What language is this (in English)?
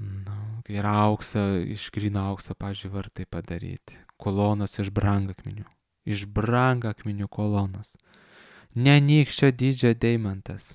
Lithuanian